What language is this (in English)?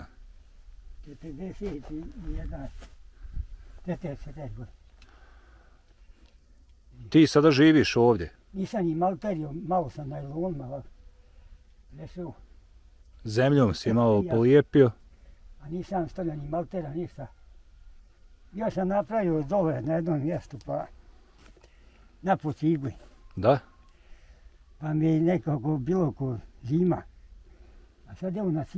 Bosnian